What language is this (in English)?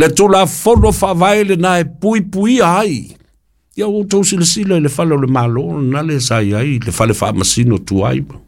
Samoan